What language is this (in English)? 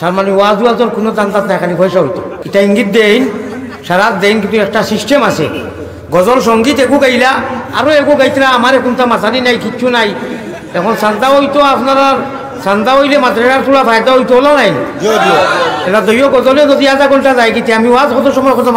Sylheti